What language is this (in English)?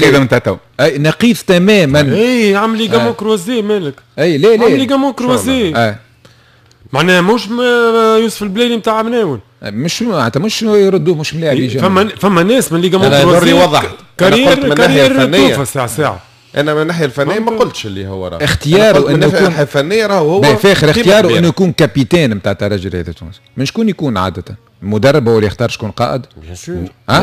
Tunisian Arabic